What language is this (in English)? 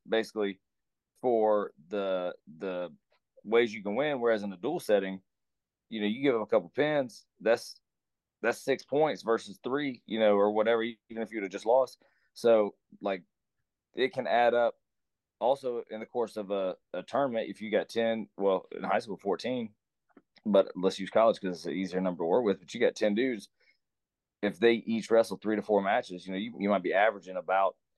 English